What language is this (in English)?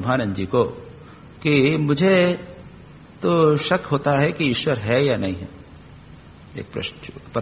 Hindi